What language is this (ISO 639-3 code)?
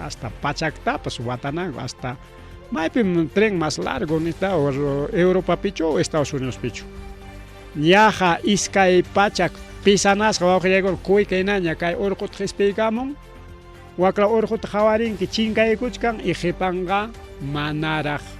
quy